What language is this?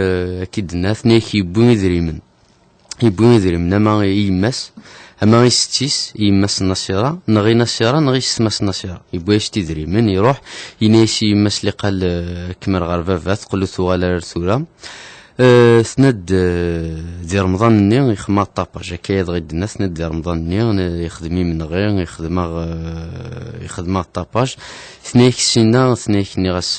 Kabyle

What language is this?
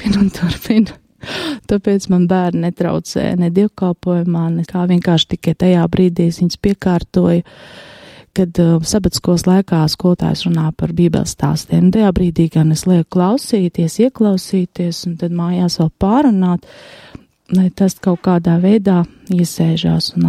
Latvian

